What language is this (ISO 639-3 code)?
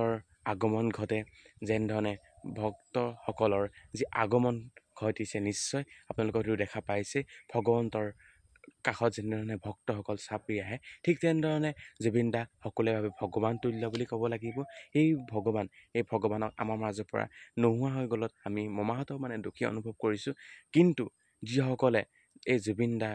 asm